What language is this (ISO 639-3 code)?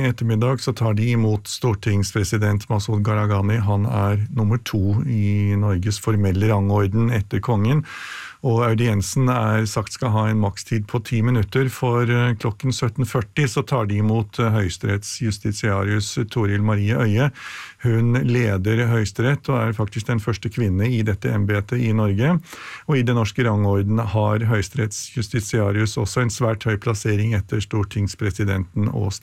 nor